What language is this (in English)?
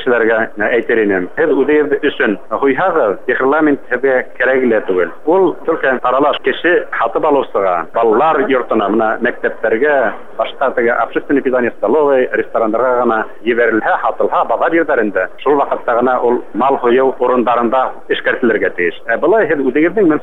Bashkir